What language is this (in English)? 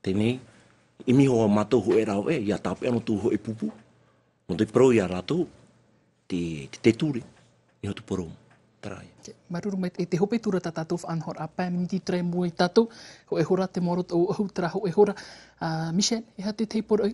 Tahitian